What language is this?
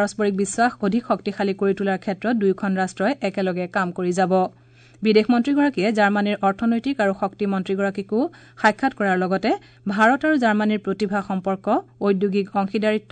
Assamese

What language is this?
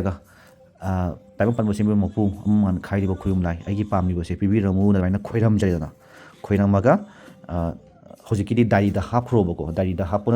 Manipuri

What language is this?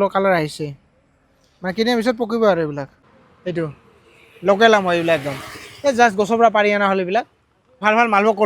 Assamese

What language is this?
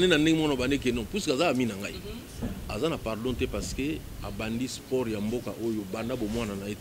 Lingala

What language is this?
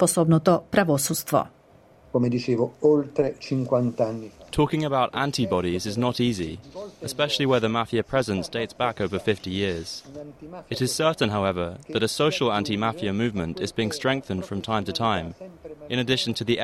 Macedonian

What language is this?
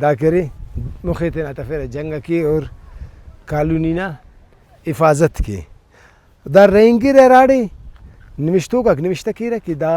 Brahui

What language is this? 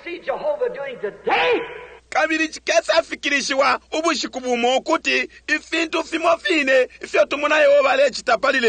Bemba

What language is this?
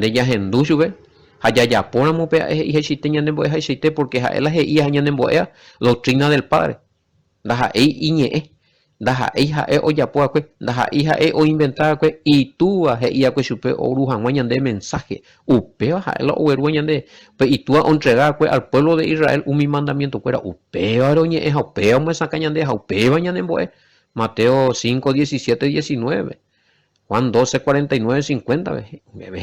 Guarani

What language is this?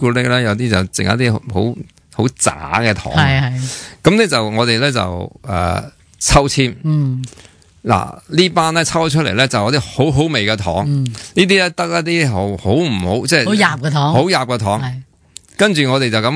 Cantonese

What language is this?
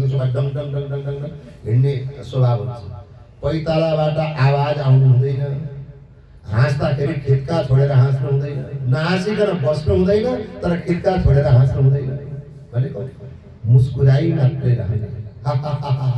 Nepali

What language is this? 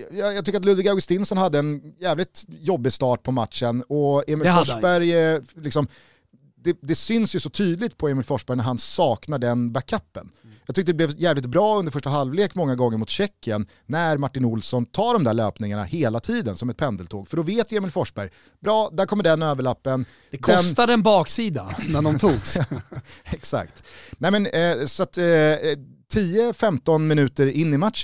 Swedish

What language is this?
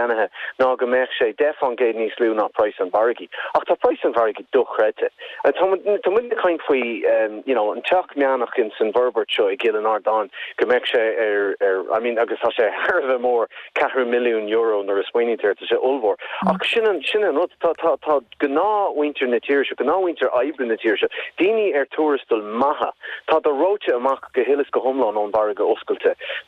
Irish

